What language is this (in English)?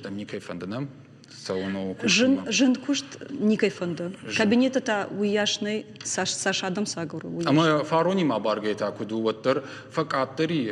Ossetic